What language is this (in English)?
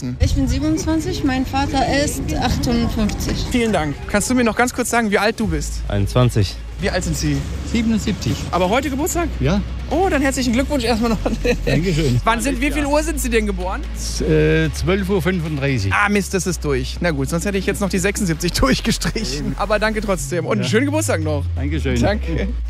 German